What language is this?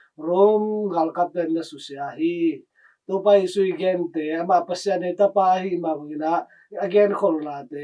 Tedim Chin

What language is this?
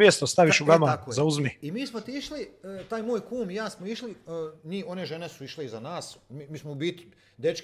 Croatian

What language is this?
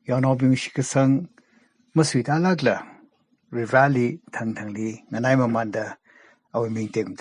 Tangkhul Naga (India)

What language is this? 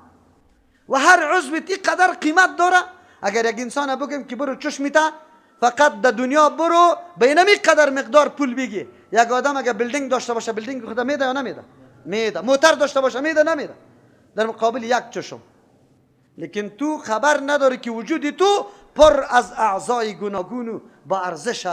Persian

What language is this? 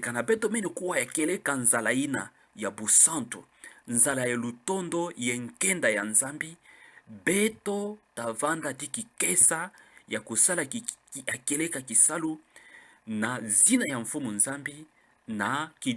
Kituba (Democratic Republic of Congo)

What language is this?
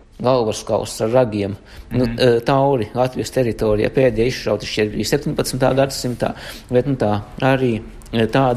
Latvian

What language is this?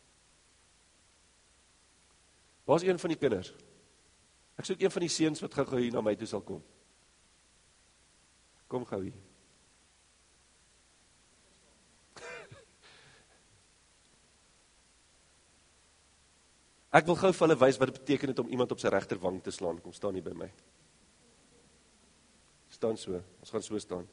Afrikaans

